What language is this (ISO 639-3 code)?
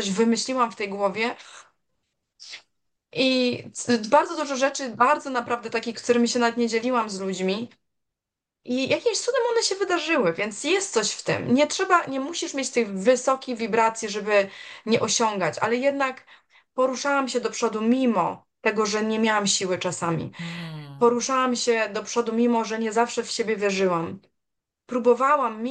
pol